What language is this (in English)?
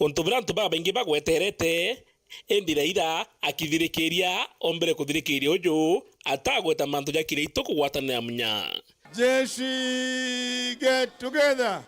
Meru